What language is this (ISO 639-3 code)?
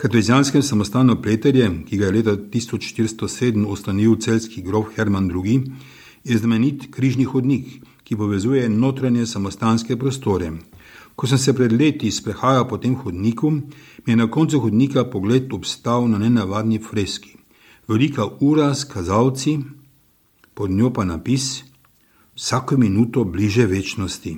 slv